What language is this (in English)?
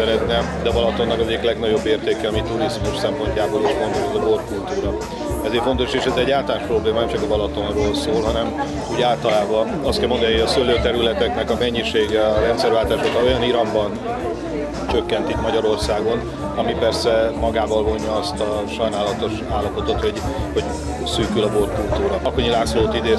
Hungarian